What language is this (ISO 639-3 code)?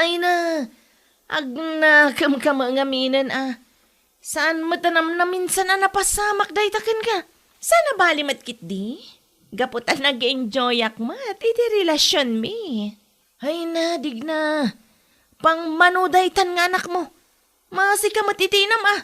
ilo